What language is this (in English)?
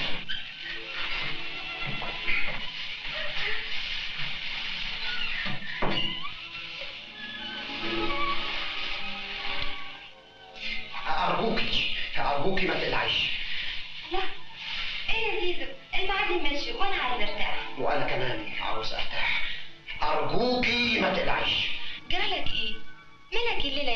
Egyptian Arabic